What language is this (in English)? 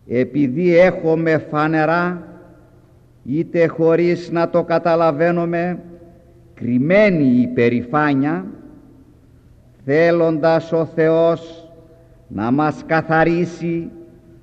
Greek